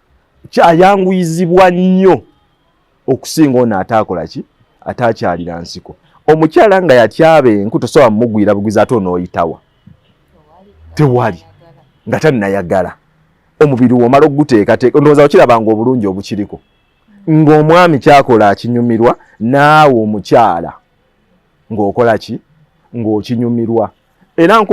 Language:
Ganda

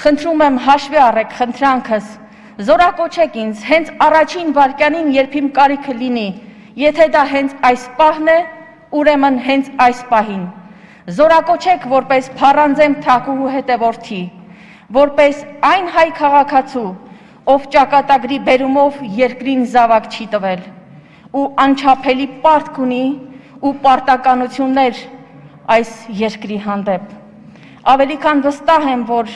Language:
Armenian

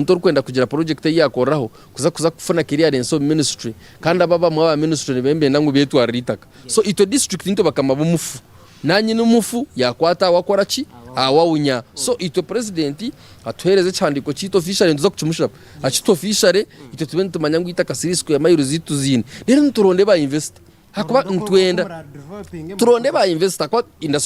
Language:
Nyankole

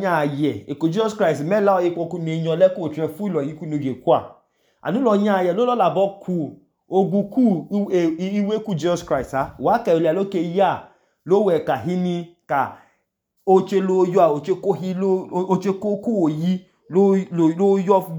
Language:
Idoma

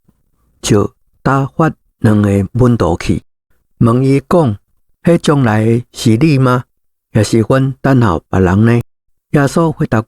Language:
Min Nan Chinese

